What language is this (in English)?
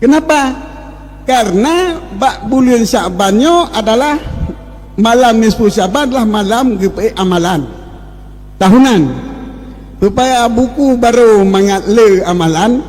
Achinese